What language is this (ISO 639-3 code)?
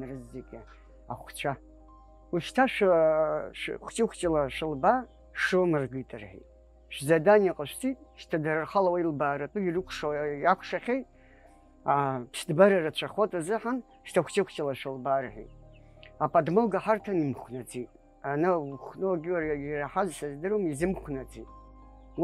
abk